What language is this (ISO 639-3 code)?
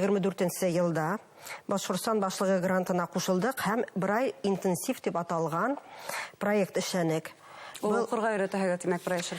bak